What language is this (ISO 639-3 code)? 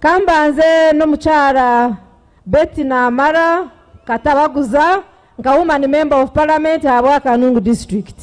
nyn